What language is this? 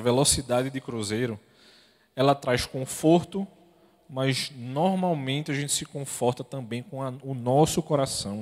Portuguese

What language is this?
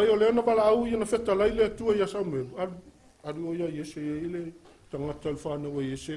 Samoan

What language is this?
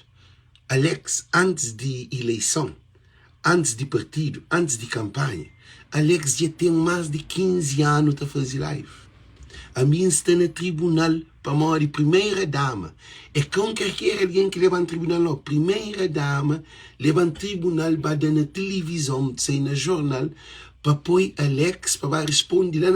Kabuverdianu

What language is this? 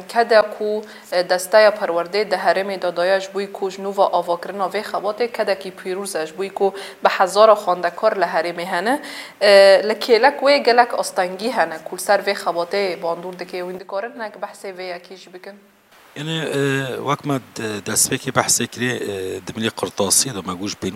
Kurdish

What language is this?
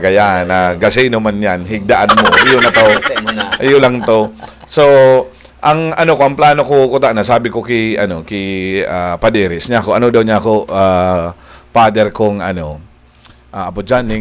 Bikol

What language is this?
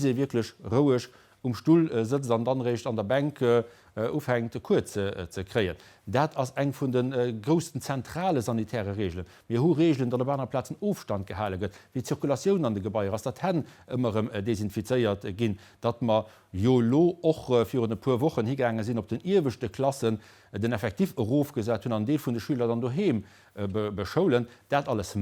Luxembourgish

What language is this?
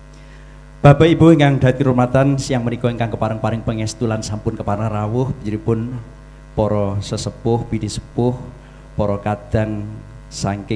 Javanese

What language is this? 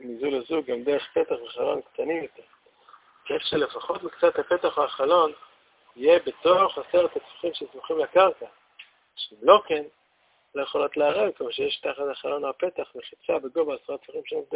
Hebrew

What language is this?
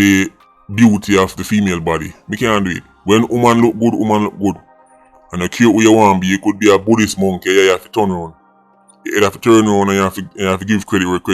Jamaican Creole English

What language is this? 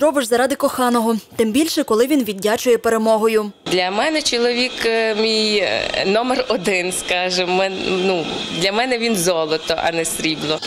Ukrainian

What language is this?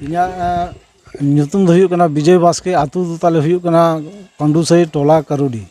Santali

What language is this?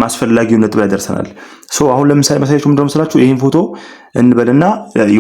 Amharic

